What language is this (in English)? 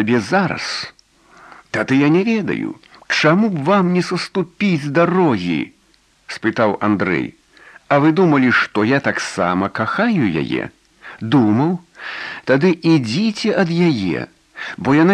Belarusian